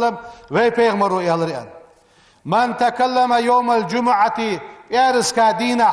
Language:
Ingush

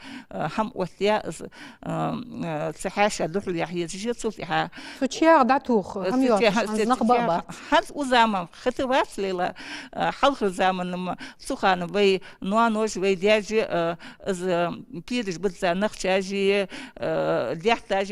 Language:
Ingush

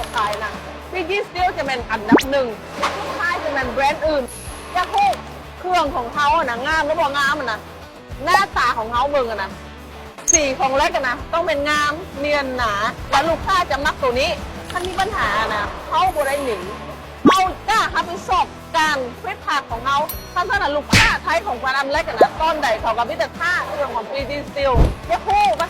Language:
Lao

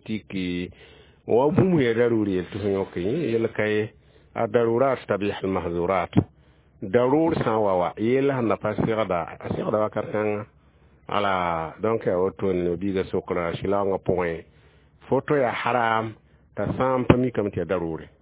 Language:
Mossi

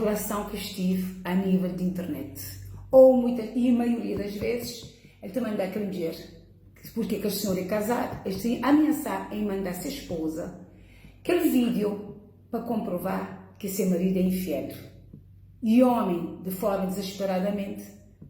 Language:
Kabuverdianu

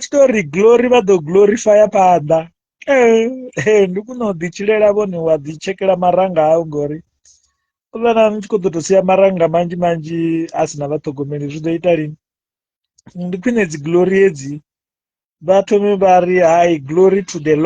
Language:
Venda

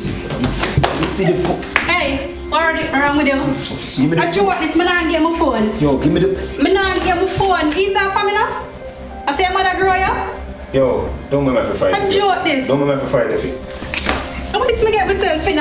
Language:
Jamaican Creole English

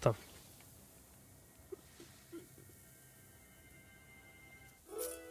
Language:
Russian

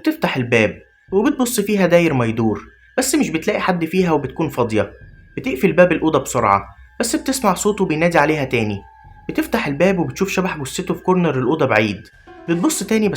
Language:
Egyptian Arabic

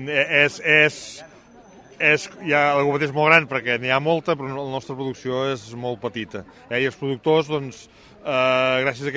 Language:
Catalan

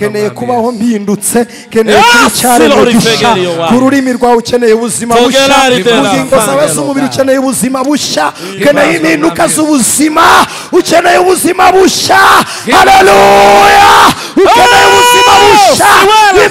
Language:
Kinyarwanda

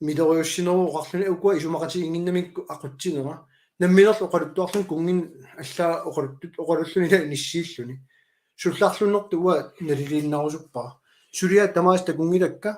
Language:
Kalaallisut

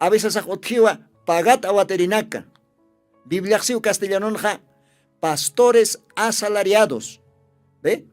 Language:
Aymara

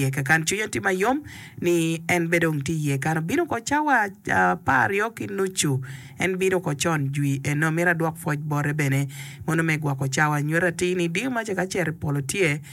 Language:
Acoli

